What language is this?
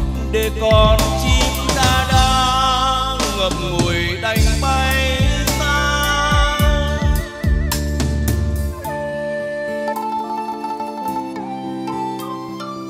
Vietnamese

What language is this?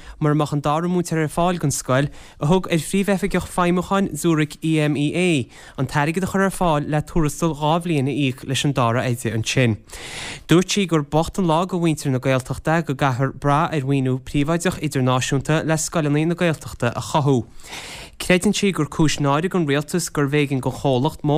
Irish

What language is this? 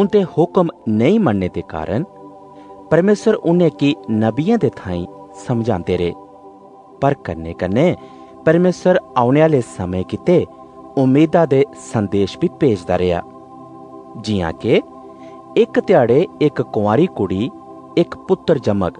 Dogri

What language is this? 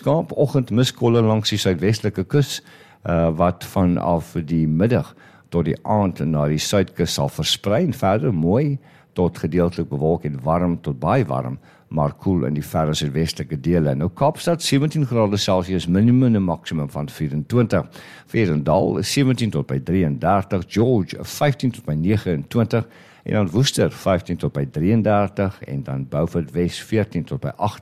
Afrikaans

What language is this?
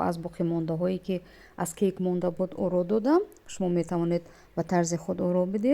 Tajik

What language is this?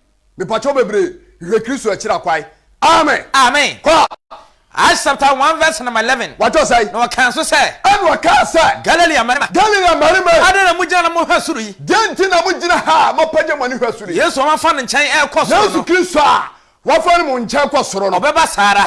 Akan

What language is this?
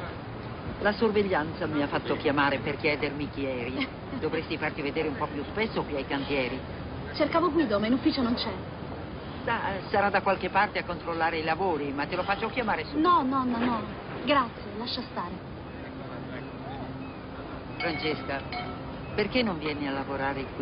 Italian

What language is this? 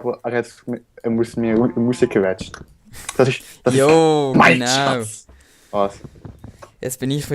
Swiss German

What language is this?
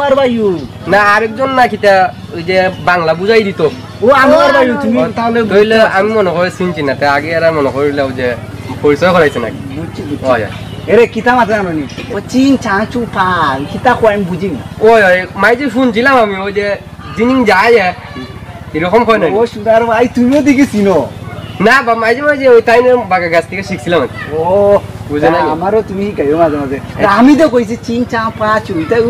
Sylheti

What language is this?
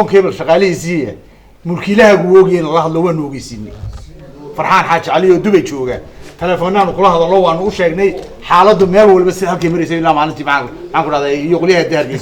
Somali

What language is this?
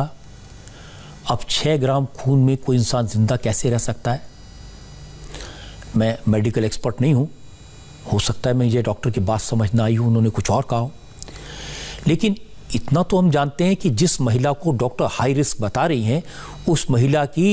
Hindi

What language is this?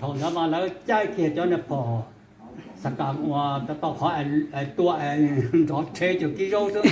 Hmong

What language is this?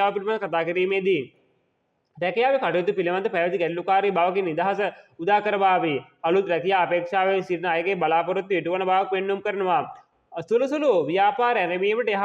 Sinhala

